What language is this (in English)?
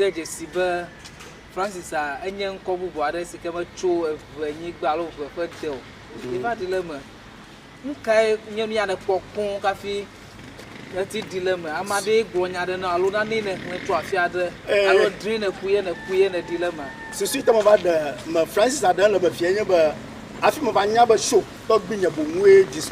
Ewe